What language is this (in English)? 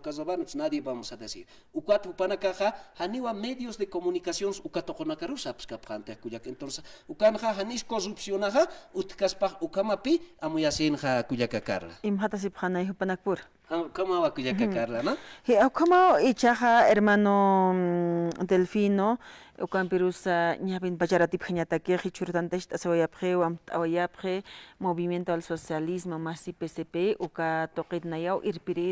Aymara